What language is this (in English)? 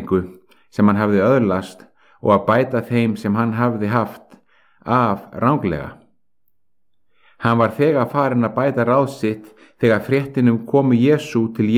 Icelandic